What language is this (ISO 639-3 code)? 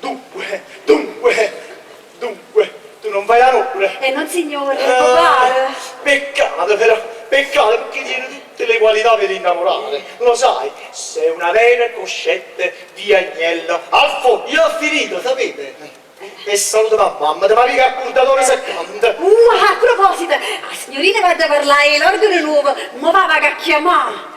nap